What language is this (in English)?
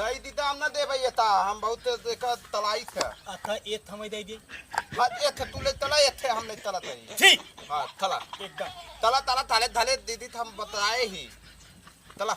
Awadhi